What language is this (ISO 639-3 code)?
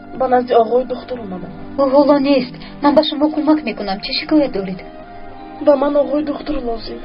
tgk